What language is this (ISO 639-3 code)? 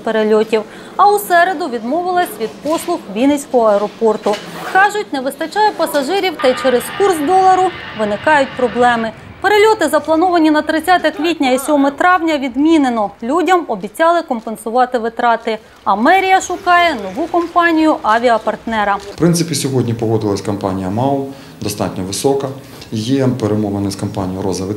ukr